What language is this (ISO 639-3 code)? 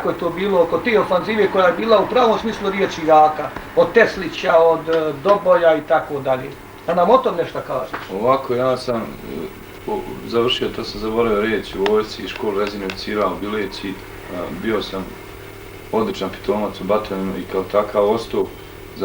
bos